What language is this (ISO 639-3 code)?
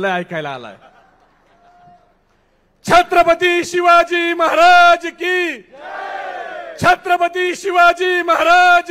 mar